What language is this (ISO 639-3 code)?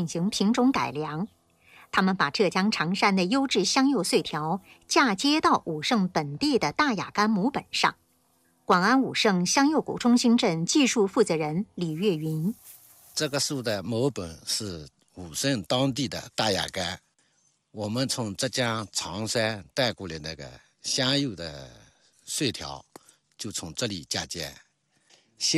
zho